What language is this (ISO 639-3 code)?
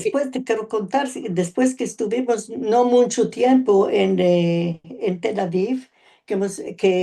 lad